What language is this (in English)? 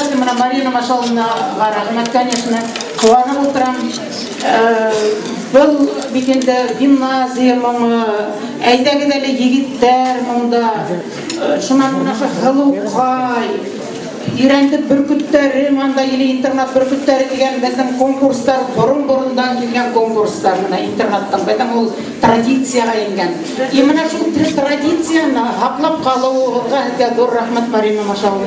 Bashkir